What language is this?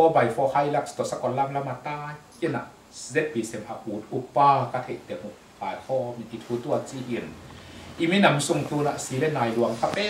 Tedim Chin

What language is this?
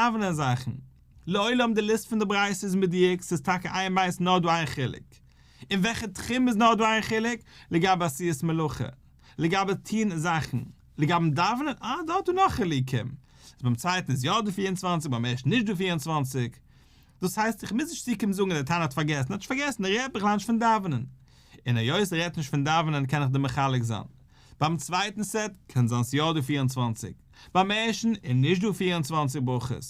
Yiddish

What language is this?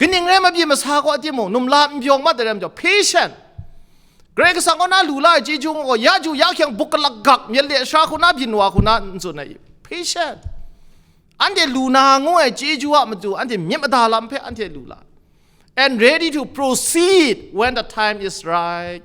Kachin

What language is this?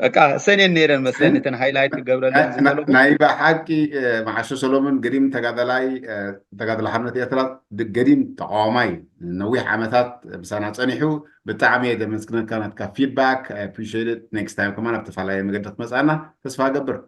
Tigrinya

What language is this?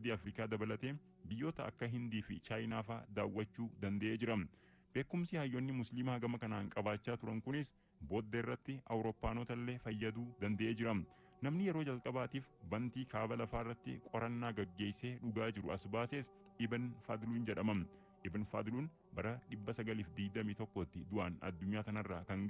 Oromo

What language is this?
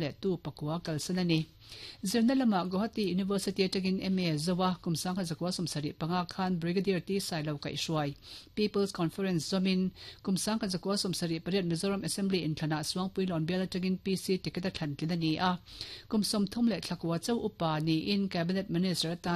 Mizo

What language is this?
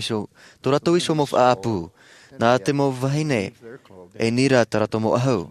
Tahitian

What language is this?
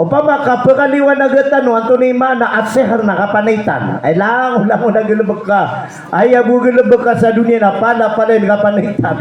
Maranao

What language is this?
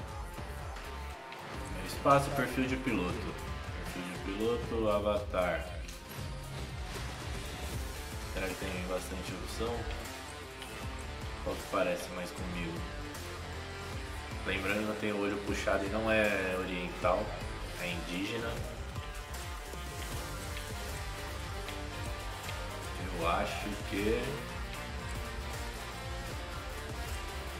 Portuguese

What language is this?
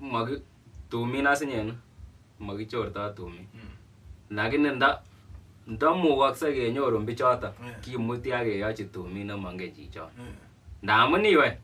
Kalenjin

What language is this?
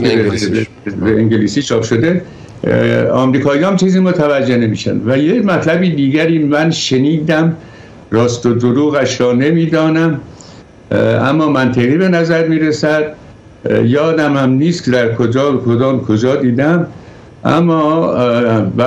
Persian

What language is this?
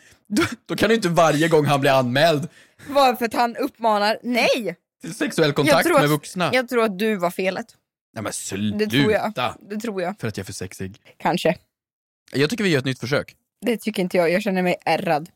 Swedish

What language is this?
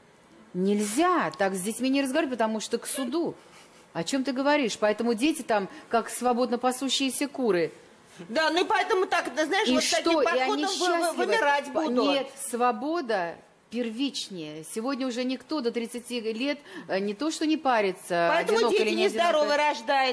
Russian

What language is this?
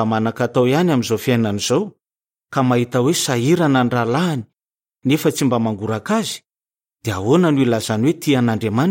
Malagasy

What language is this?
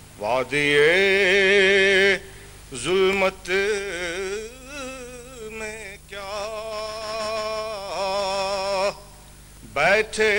Urdu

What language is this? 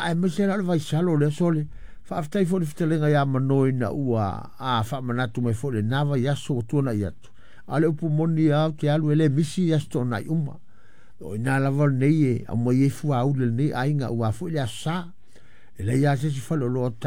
Samoan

